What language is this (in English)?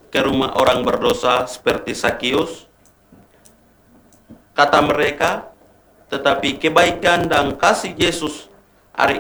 Indonesian